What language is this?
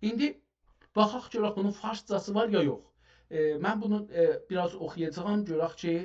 South Azerbaijani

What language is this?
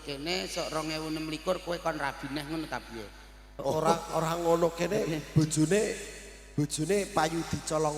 Javanese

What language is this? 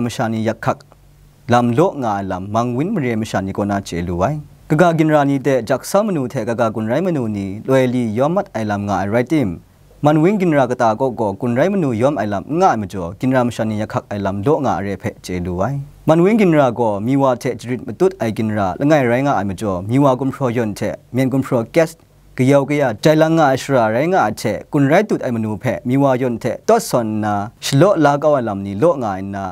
Kachin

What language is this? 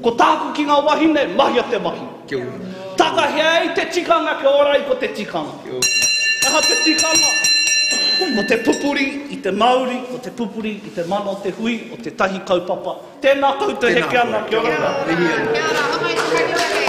Māori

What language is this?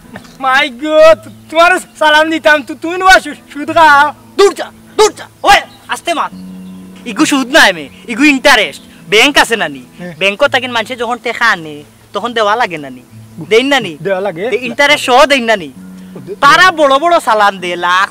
Sylheti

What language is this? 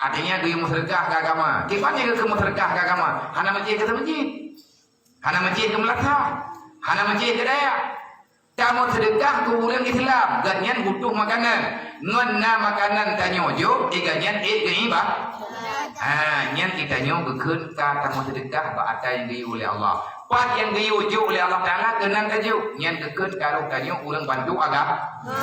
Achinese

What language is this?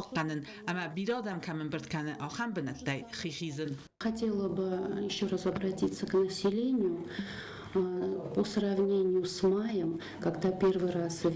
Ossetic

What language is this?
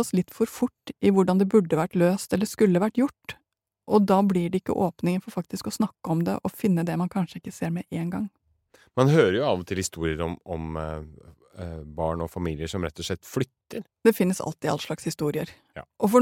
Norwegian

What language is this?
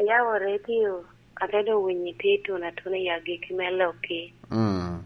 Lango (Uganda)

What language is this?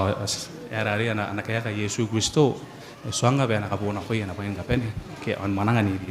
Gilbertese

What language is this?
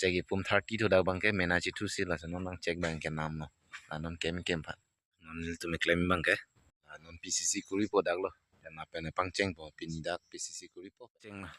Karbi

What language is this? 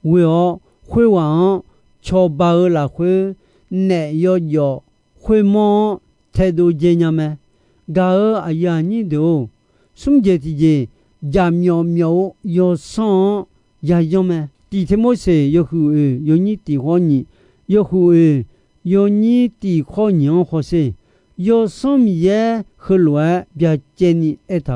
Akha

